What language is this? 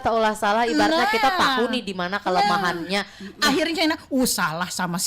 Banjar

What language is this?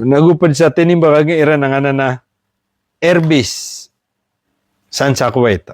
Maranao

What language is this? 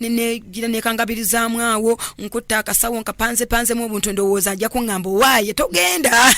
Ganda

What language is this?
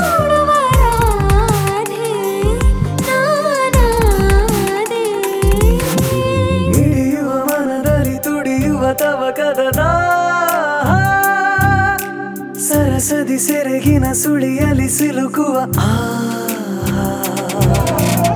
Kannada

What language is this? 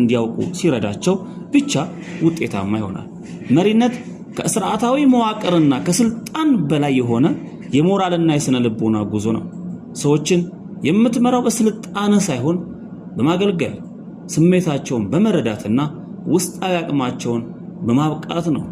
Amharic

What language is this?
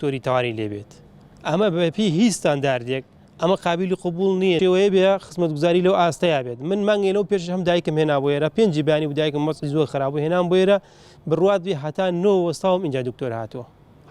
Central Kurdish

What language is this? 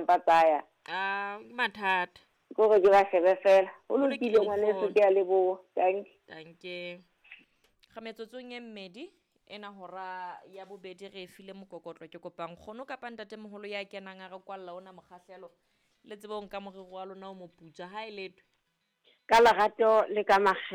Southern Sotho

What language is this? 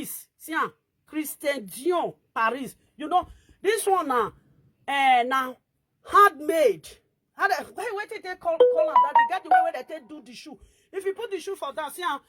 Nigerian Pidgin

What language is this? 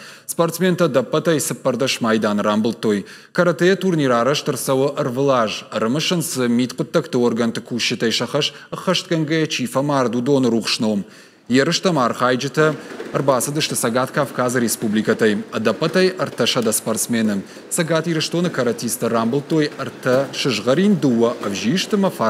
Ossetic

